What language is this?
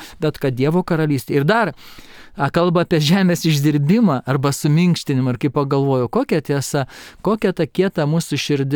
Lithuanian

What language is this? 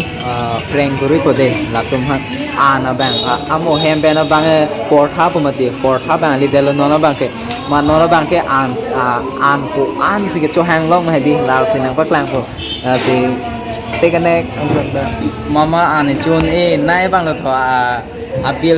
Karbi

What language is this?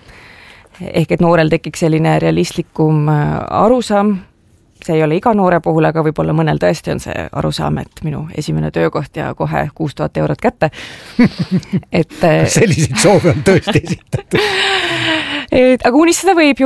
Estonian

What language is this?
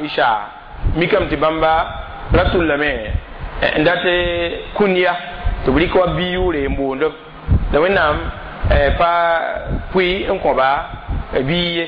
Mossi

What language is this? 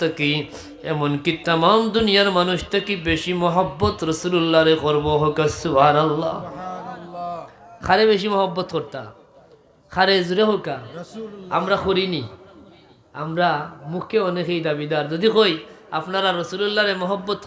Sylheti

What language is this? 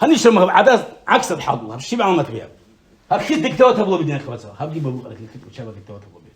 Avaric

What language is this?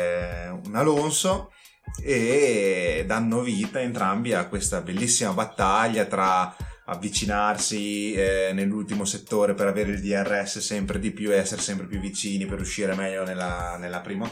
Italian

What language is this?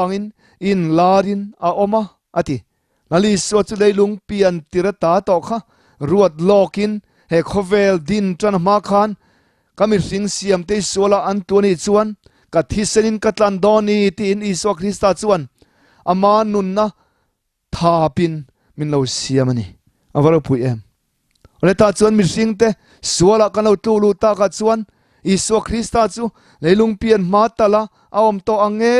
Mizo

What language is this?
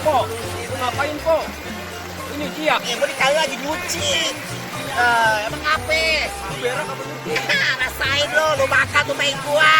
Betawi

